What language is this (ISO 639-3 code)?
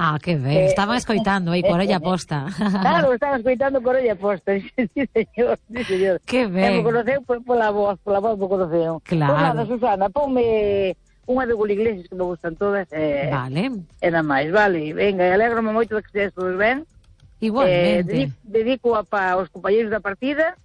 glg